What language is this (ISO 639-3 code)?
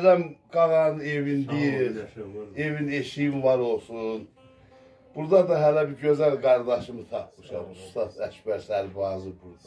azb